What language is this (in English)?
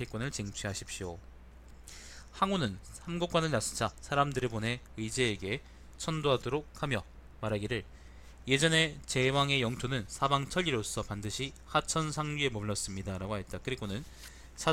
Korean